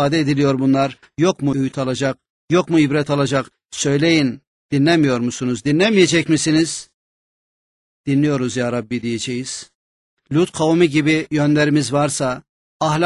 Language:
Turkish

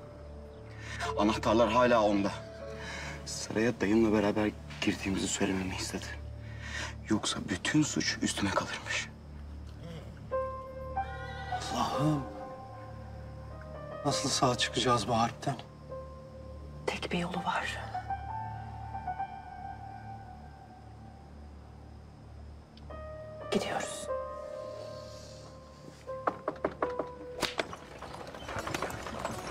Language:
Turkish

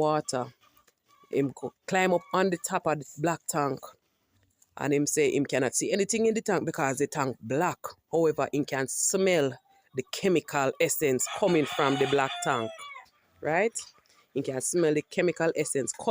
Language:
Jamaican Creole English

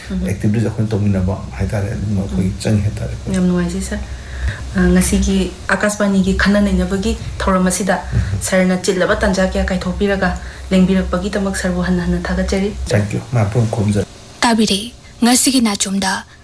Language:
Manipuri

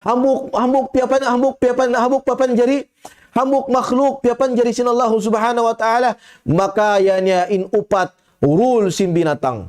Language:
Tausug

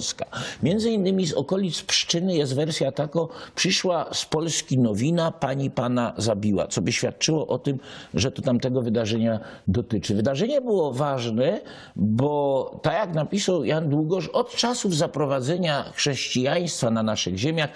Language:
Silesian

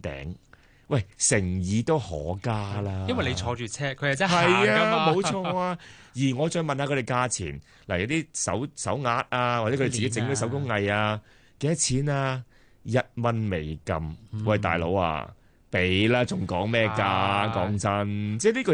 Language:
Cantonese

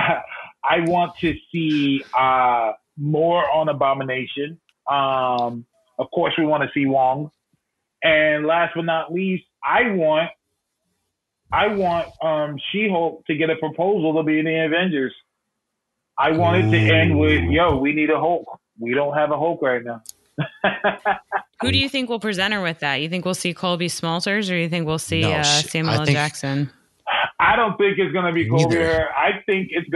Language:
English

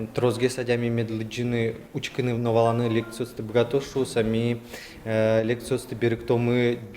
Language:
Udmurt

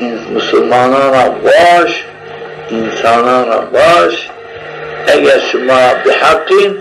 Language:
Zaza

